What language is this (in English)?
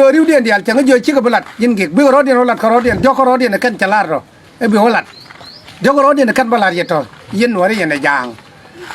Nuer